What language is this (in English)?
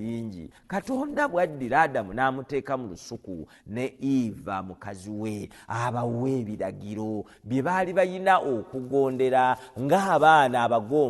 Ganda